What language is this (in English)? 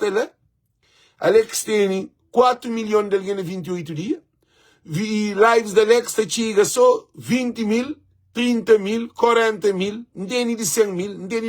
Kabuverdianu